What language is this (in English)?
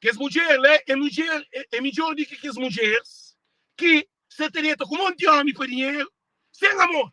Kabuverdianu